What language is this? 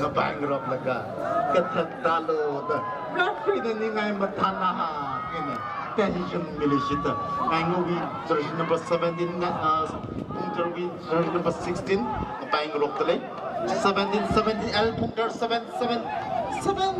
Tangkhul Naga (India)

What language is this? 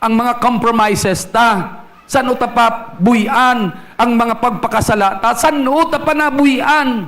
Hiligaynon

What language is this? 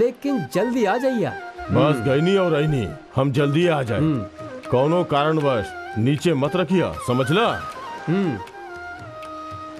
Bhojpuri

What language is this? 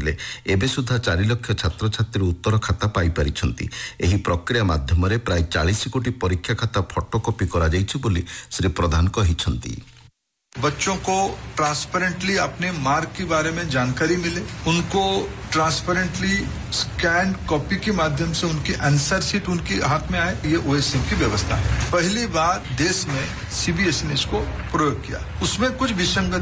Odia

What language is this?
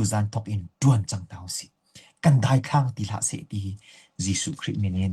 Hakha Chin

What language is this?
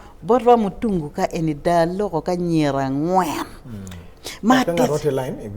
Acoli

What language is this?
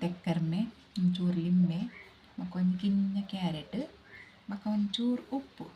Tulu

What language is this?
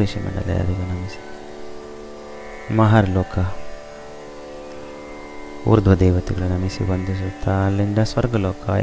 Kannada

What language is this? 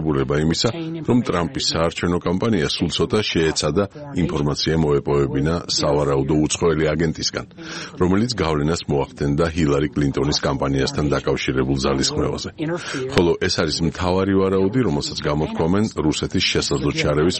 Georgian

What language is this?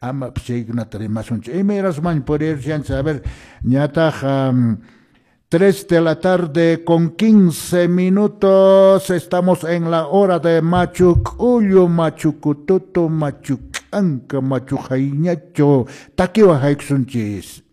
Quechua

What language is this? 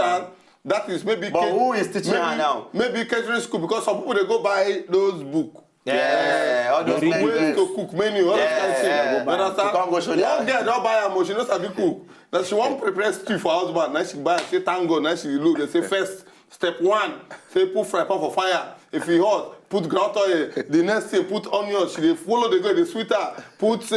Nigerian Pidgin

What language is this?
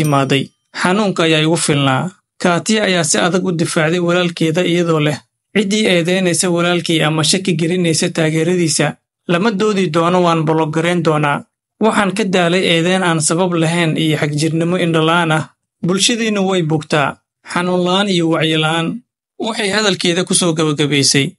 Somali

